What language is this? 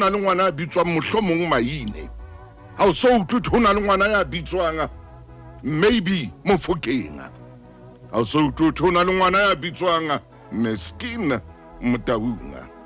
Southern Sotho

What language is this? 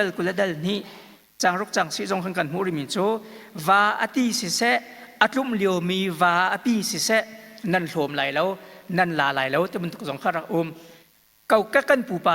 Hakha Chin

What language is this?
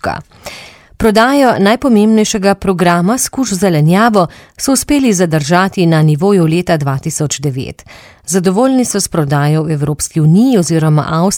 Slovenian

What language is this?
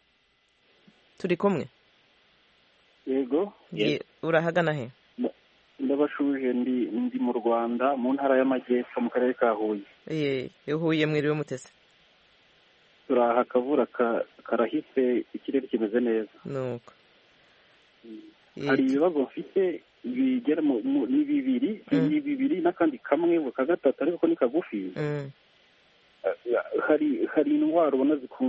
Kinyarwanda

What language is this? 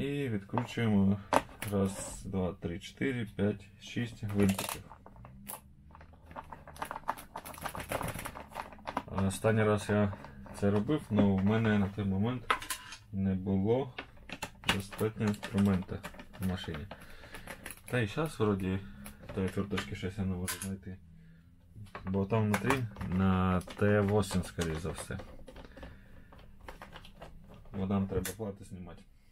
Ukrainian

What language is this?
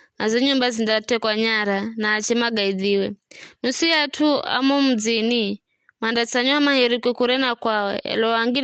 Giryama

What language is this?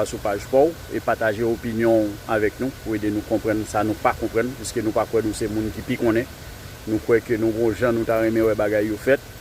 Haitian Creole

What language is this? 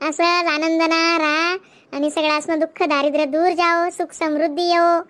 Khandesi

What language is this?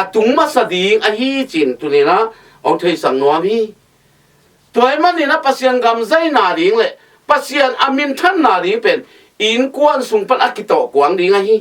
Tedim Chin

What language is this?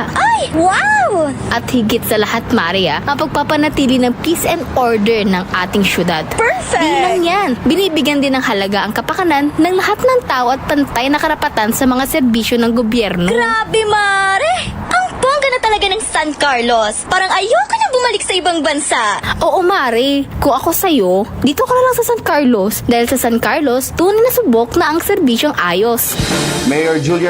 Pangasinan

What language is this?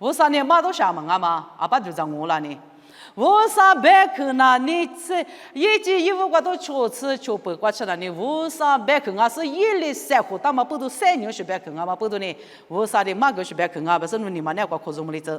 Lisu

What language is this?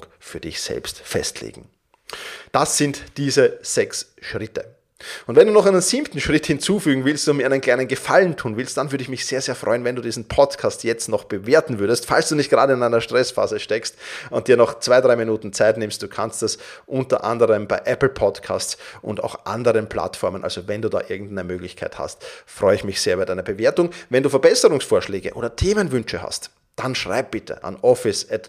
German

